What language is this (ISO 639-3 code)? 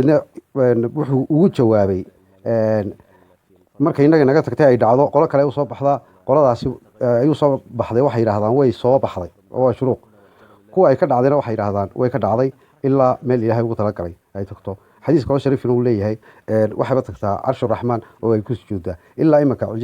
som